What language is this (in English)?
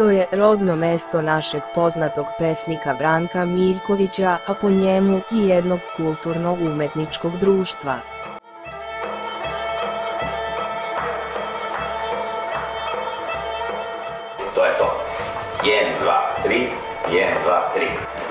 Serbian